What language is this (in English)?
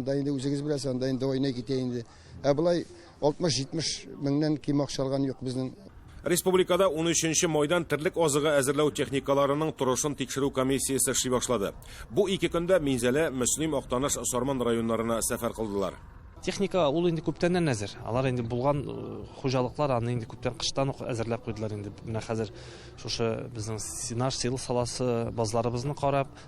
Tatar